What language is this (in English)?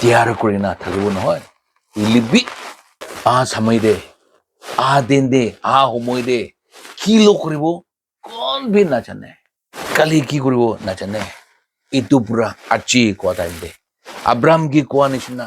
Naga Pidgin